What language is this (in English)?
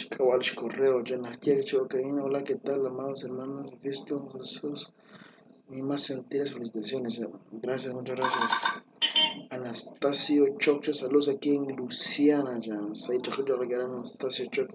Kekchí